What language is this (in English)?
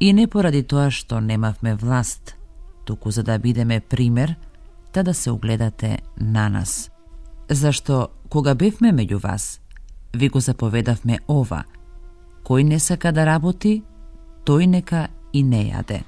Macedonian